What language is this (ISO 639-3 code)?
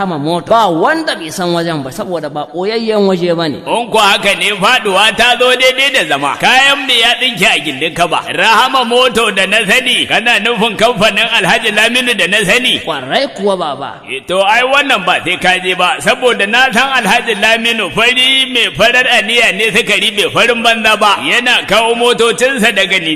hau